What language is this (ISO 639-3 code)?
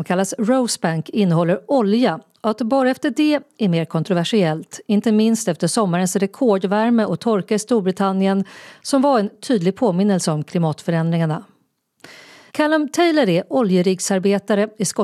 swe